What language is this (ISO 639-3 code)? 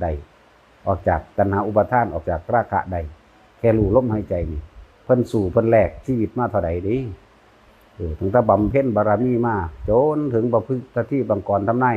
tts